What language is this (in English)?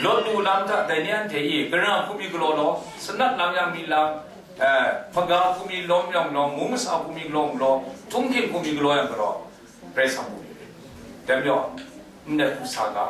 Kachin